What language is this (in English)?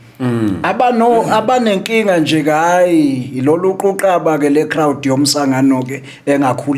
Zulu